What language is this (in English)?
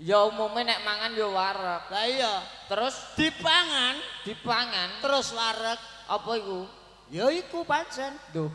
Javanese